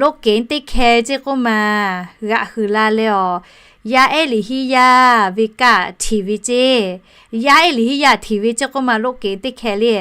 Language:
Lahu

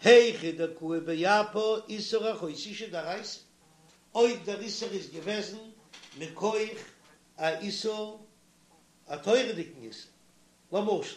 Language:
Yiddish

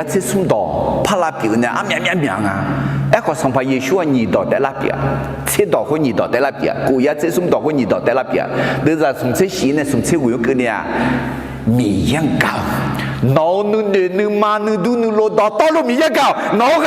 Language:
Akha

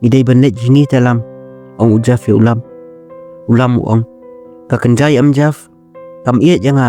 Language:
Khasi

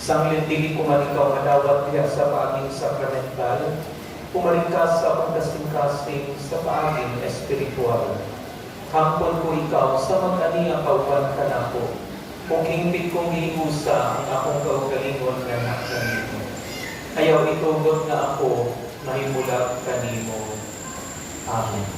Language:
Cebuano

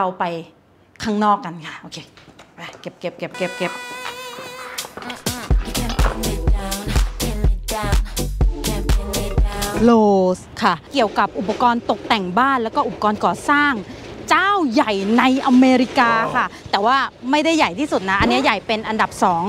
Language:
Thai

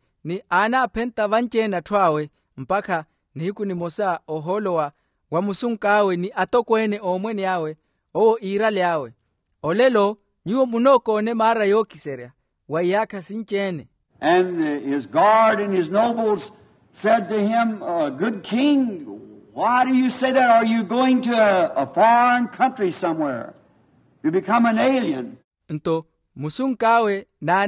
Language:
Makhuwa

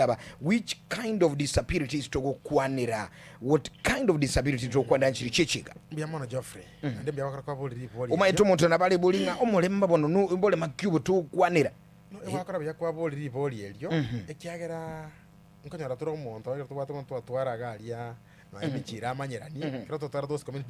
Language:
Gusii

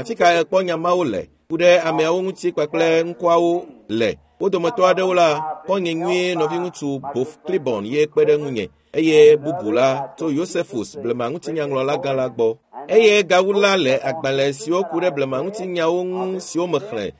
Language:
Ewe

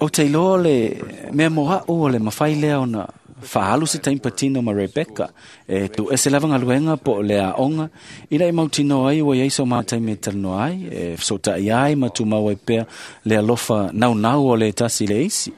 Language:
Samoan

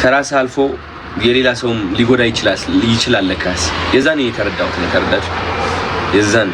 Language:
Amharic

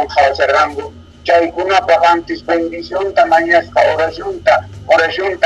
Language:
South Bolivian Quechua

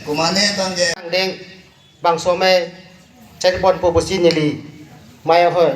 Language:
Karbi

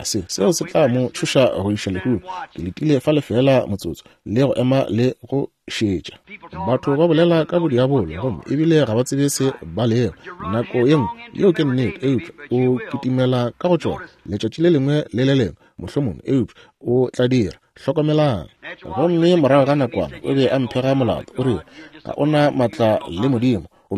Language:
Northern Sotho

